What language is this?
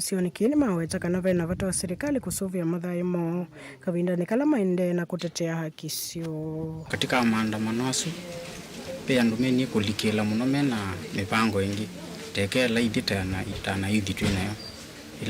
Kamba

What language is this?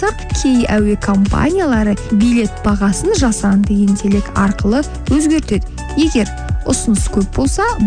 Kazakh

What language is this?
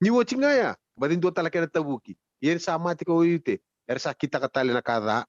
Fijian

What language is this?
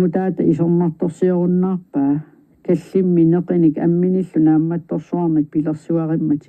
Kalaallisut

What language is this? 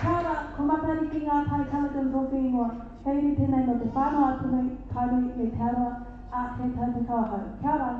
Māori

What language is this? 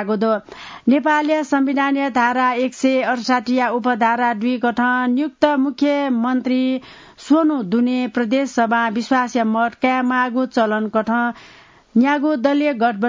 Newari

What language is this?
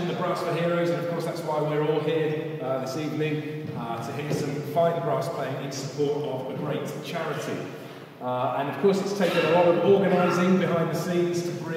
English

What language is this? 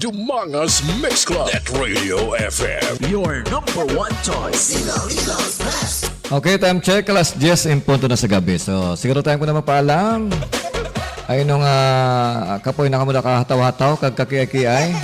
Hiligaynon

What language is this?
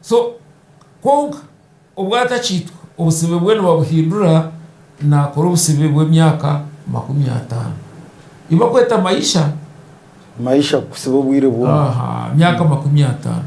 Nyankole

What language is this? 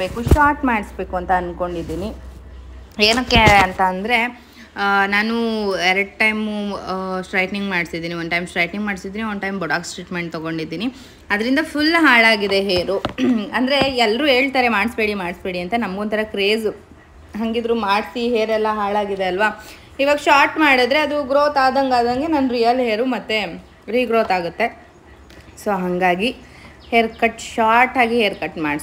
Kannada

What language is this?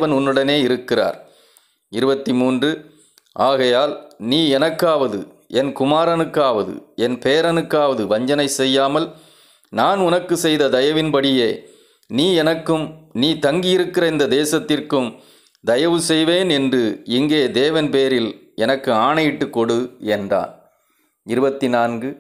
Tamil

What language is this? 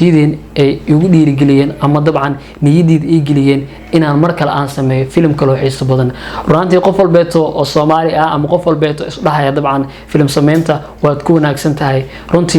Somali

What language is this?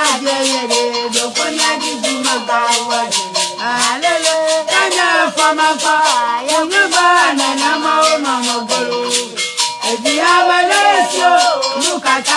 Ewe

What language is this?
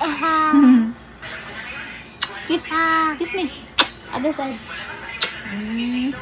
Cebuano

